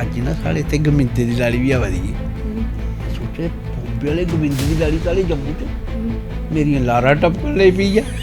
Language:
Dogri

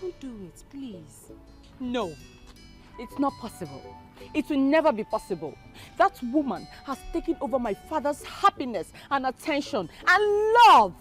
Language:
Nigerian Pidgin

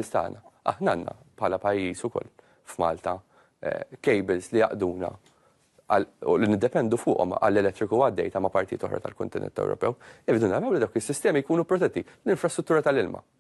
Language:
Maltese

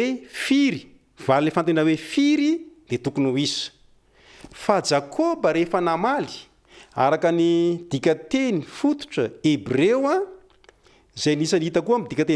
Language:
Malagasy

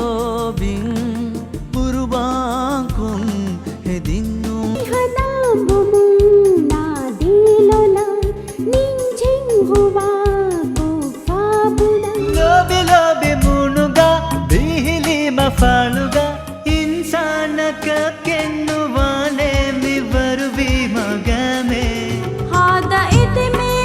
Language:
Divehi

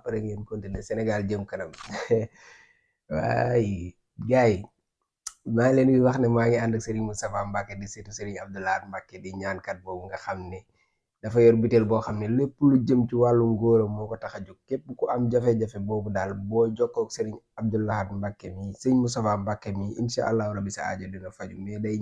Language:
Wolof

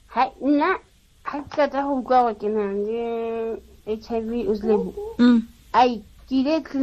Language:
Tswana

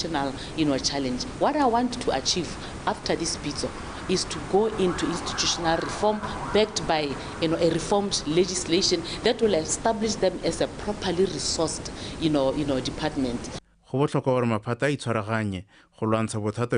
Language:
Tswana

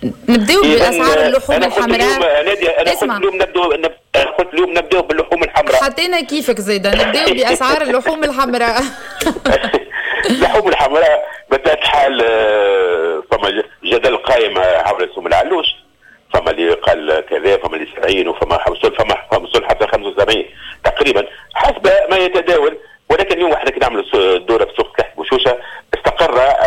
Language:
Tunisian Arabic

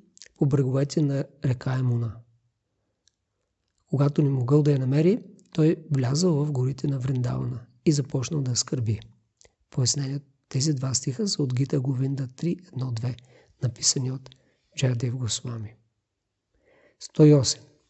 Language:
Bulgarian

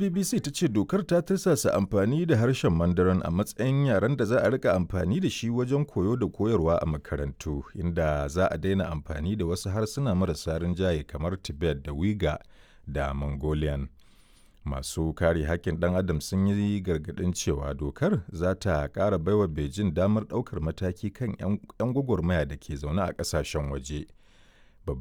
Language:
Hausa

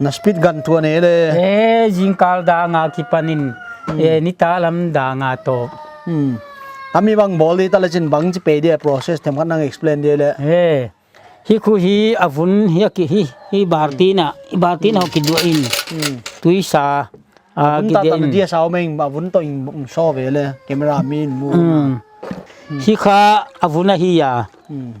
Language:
Paite Chin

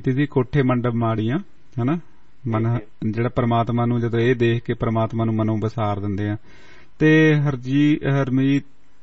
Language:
Punjabi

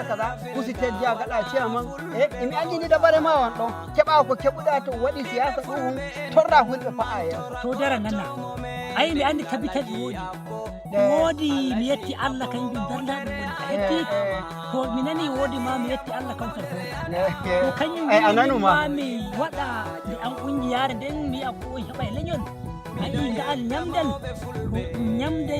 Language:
Nigerian Fulfulde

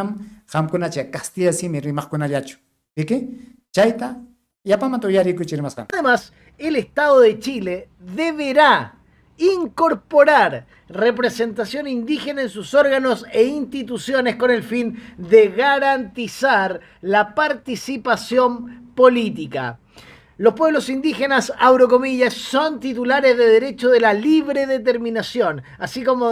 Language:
Ayacucho Quechua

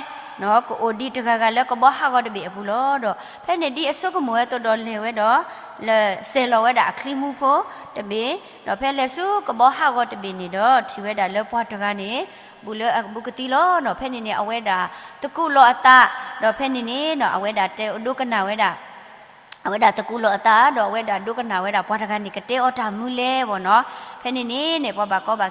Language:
S'gaw Karen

